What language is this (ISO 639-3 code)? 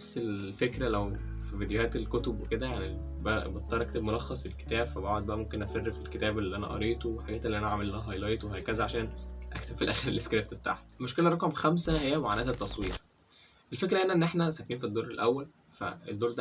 arz